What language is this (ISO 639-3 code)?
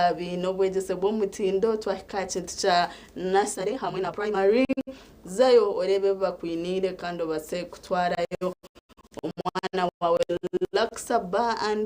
nyn